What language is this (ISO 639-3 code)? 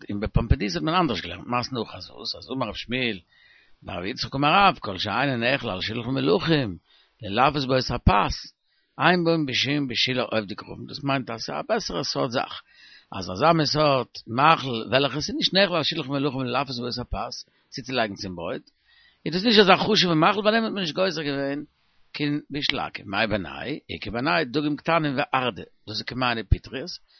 yid